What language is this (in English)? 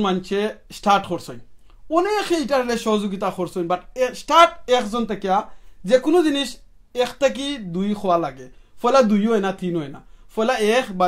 Sylheti